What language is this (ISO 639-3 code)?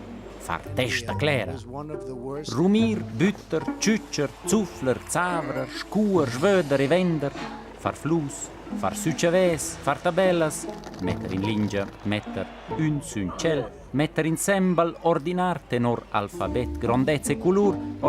roh